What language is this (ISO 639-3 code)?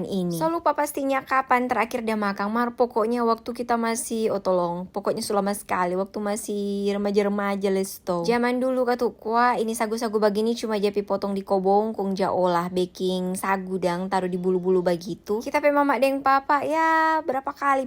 xmm